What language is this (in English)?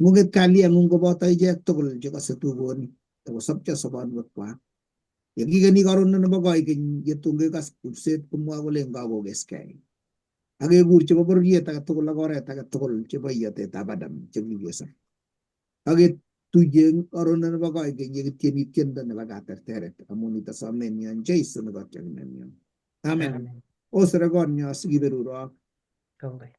Kalenjin